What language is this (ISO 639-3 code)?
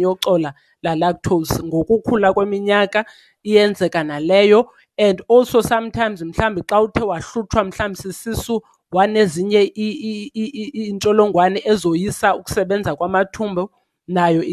xho